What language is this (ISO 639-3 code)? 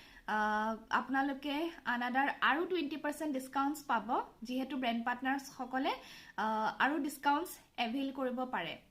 asm